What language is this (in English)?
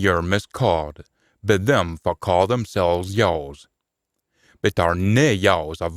Scots